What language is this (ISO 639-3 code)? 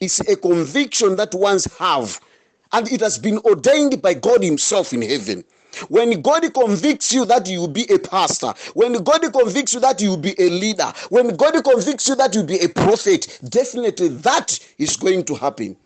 nya